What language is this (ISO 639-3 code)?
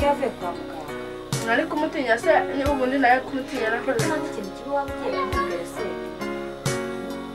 kin